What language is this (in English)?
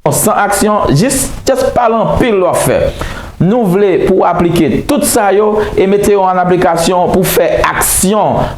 Haitian Creole